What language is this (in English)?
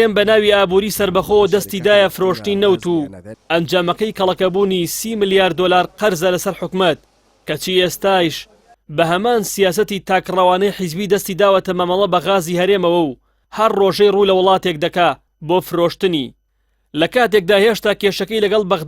Central Kurdish